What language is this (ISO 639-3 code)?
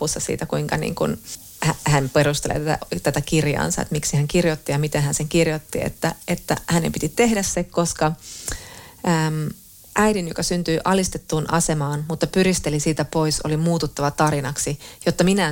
fin